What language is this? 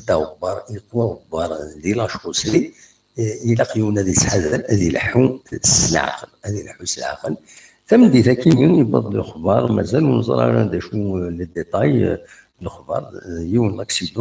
Kabyle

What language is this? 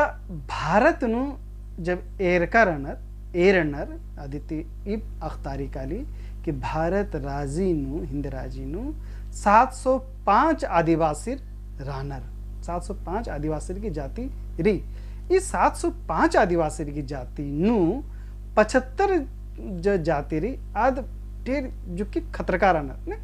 Kurukh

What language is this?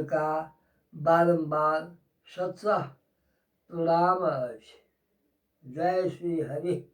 Maithili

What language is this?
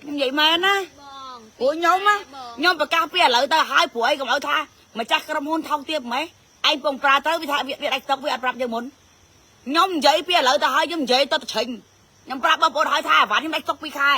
Khmer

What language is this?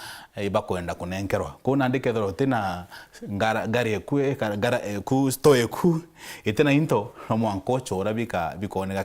Meru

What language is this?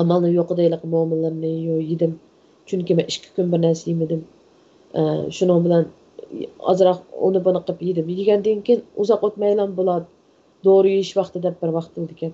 Uyghur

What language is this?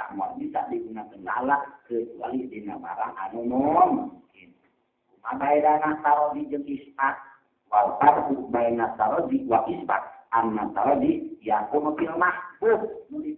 Sundanese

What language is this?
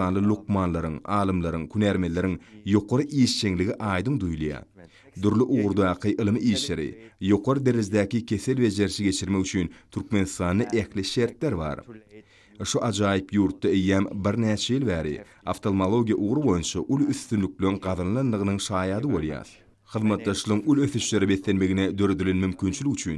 Turkmen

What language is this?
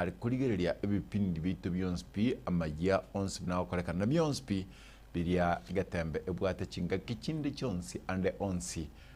Gusii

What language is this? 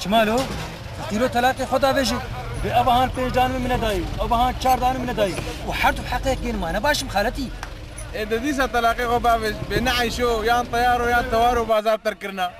Kurdish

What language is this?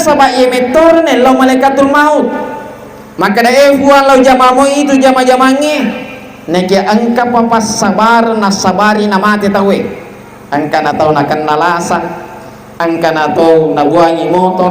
Buginese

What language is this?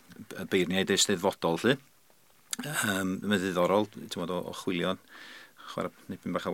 Welsh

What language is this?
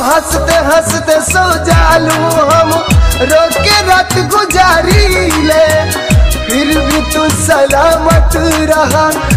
Bhojpuri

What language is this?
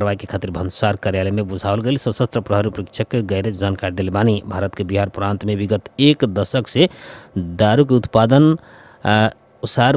Bhojpuri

